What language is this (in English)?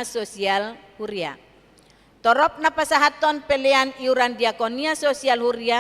Batak Toba